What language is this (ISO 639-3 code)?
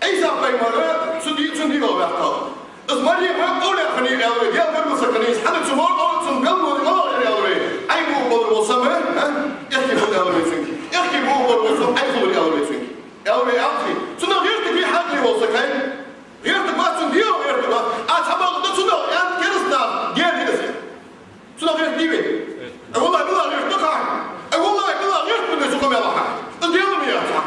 inh